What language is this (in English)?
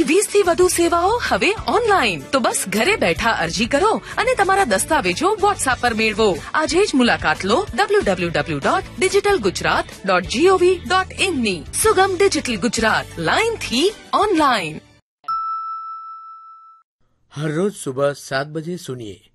Gujarati